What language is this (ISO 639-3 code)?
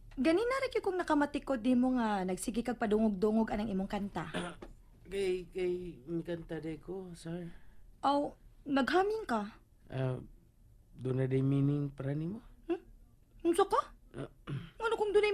ceb